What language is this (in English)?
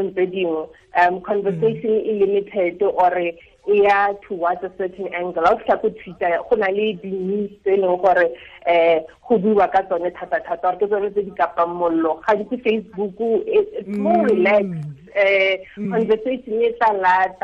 Tswana